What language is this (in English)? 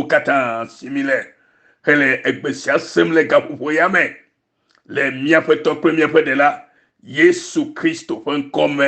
Ewe